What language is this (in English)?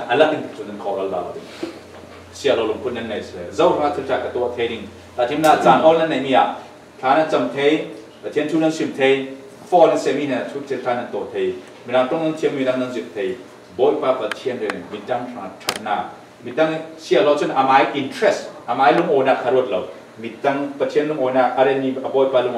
Falam Chin